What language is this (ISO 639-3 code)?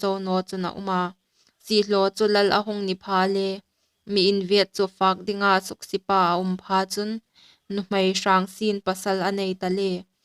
hmr